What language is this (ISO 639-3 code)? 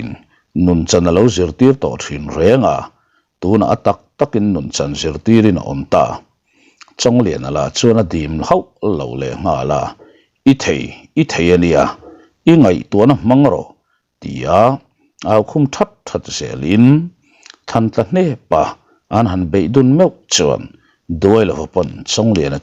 lus